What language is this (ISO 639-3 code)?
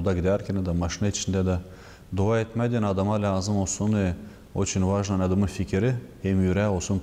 gag